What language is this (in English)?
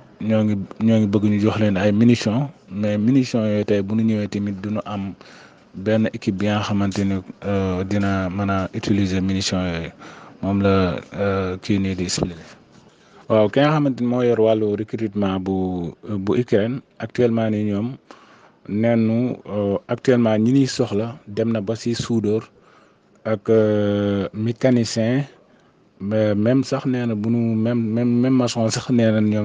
Wolof